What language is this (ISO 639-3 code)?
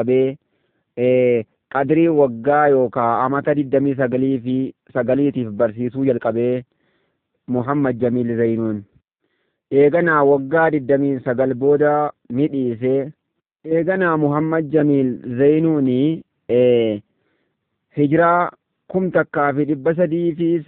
orm